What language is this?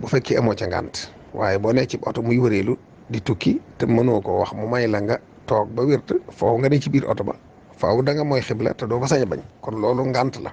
Wolof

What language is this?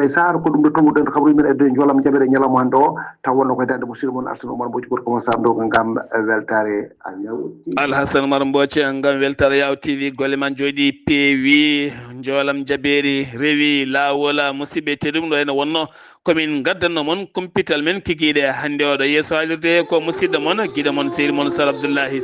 Fula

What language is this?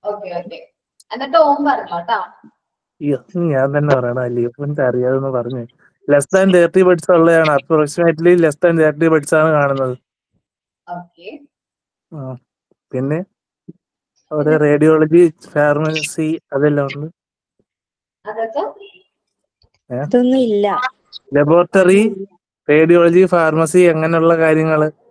Malayalam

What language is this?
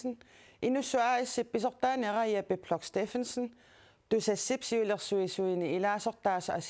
Kalaallisut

